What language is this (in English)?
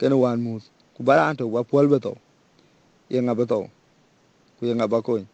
Dinka